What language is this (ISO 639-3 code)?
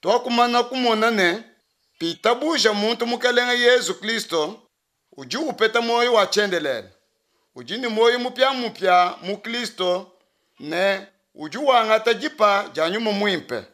lua